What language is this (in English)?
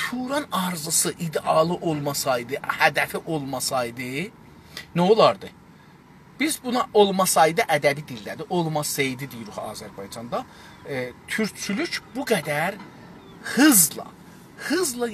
South Azerbaijani